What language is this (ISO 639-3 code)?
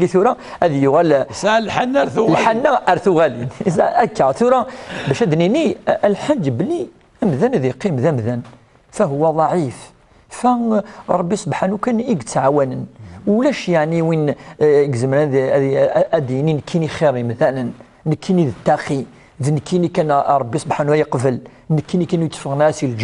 kab